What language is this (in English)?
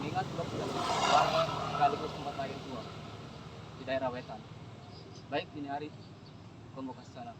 Betawi